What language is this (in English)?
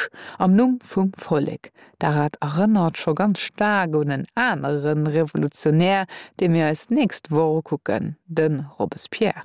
Luxembourgish